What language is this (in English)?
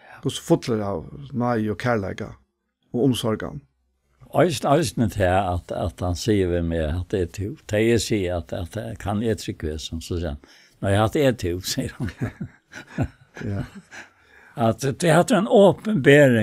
Faroese